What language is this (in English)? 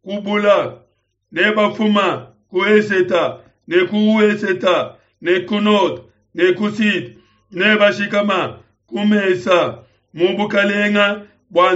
Luba-Lulua